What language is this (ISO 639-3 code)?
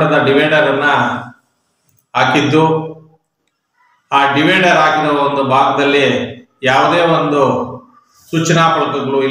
kan